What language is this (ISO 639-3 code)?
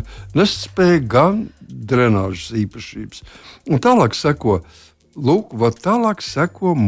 lav